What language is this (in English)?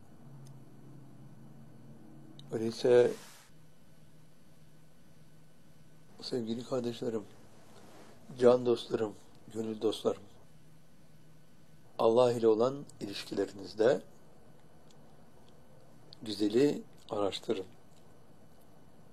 Turkish